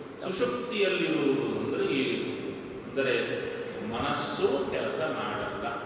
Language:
Kannada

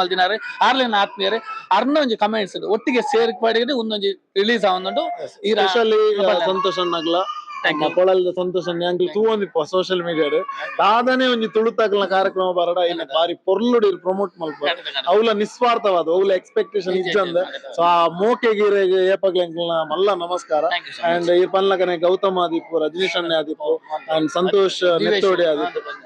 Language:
Tulu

